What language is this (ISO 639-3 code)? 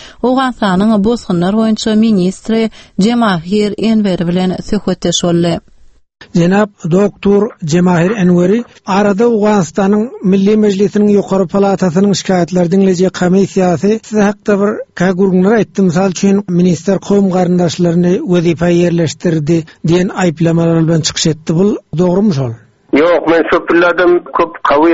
tuk